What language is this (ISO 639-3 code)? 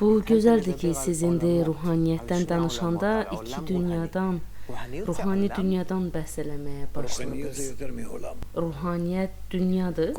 aze